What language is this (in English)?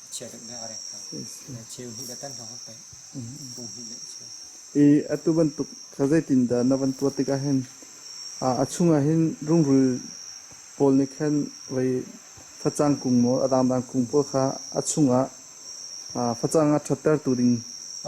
Hakha Chin